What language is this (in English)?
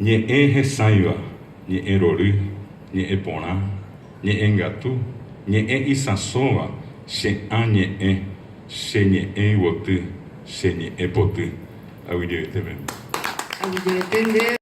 Guarani